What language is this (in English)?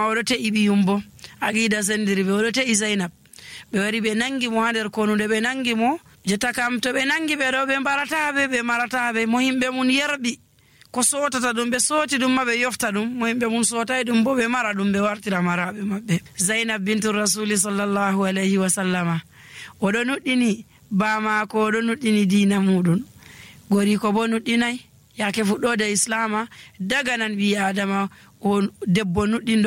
Nigerian Fulfulde